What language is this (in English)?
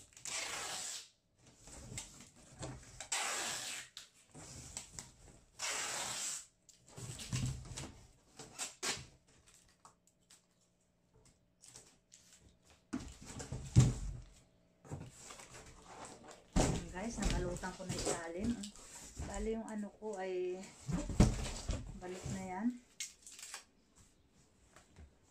Filipino